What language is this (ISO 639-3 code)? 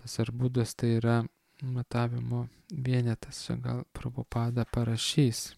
lit